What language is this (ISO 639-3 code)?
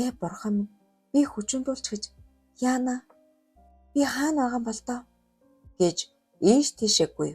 mon